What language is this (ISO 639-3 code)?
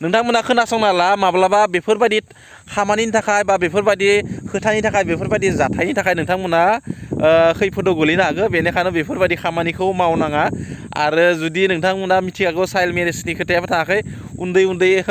brx